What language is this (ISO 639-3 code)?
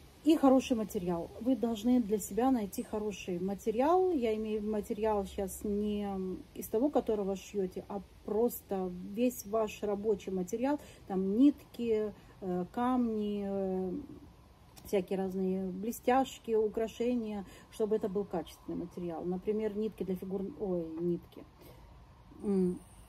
rus